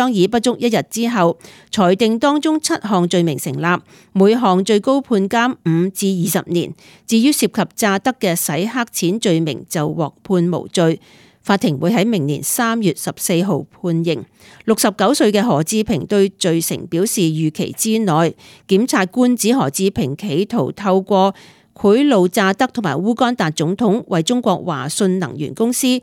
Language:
Cantonese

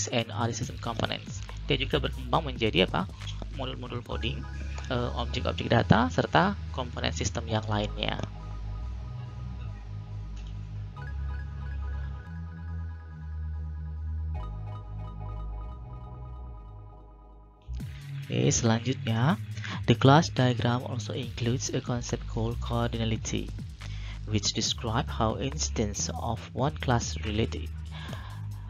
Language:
Indonesian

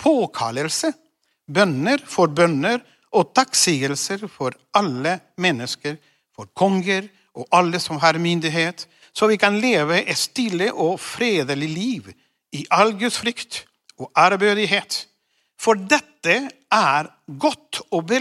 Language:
Norwegian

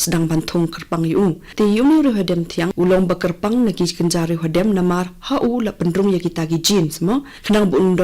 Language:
Khasi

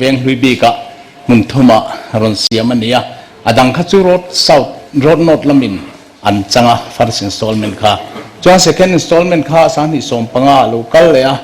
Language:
Mizo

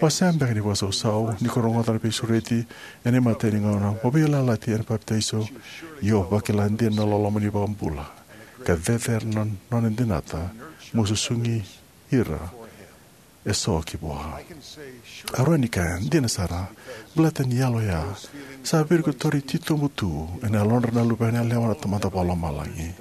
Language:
Fijian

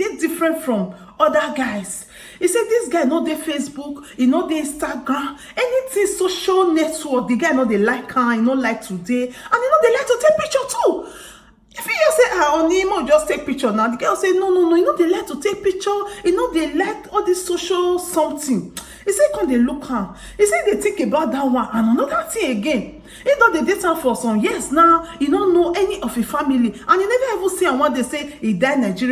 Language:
Nigerian Pidgin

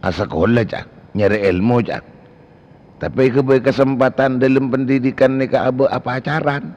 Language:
Madurese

